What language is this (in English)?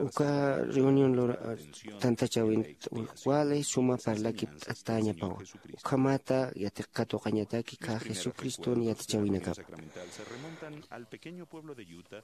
Aymara